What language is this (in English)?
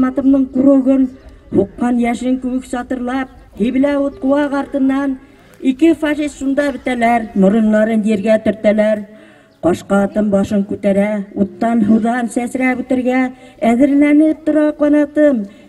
Bashkir